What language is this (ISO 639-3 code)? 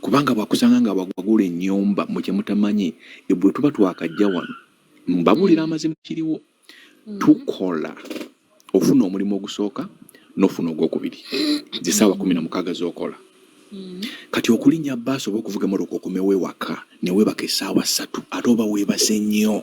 lug